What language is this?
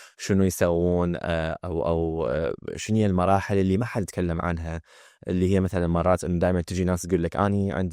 Mesopotamian Arabic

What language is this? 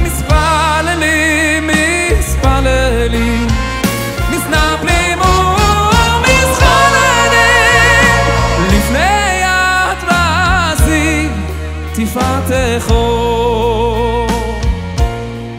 Hebrew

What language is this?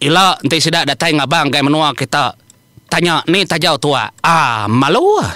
Iban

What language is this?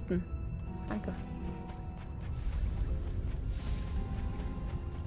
German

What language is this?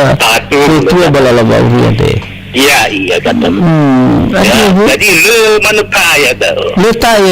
Nias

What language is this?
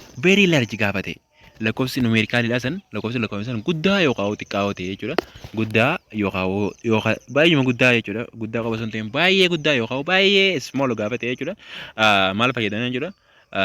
Oromo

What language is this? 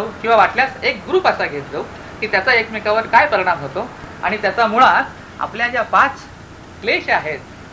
Marathi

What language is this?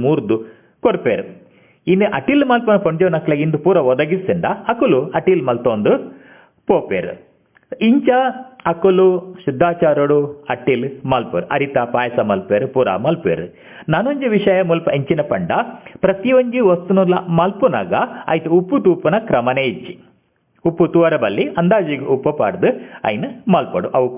Tulu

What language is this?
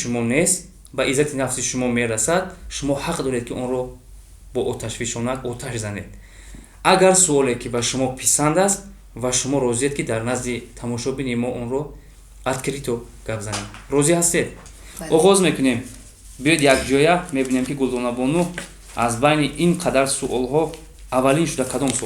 Tajik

